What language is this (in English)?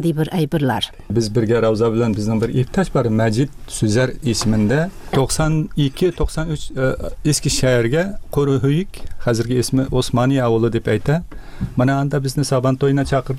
Tatar